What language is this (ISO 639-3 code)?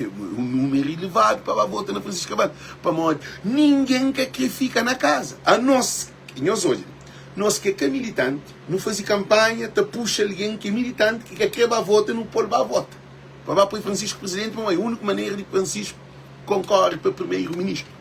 kea